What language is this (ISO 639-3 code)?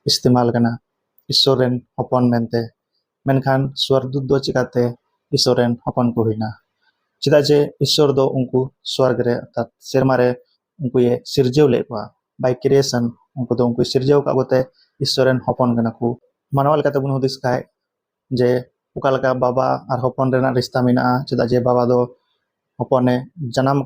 sat